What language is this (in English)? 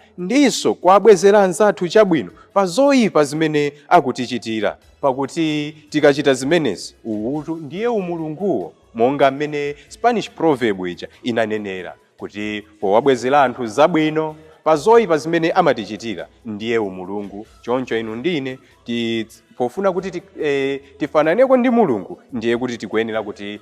Nyanja